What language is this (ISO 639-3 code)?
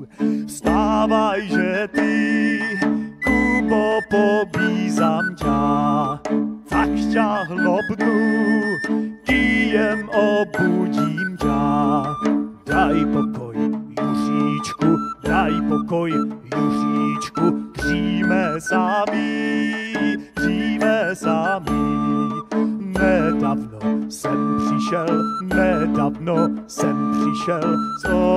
ces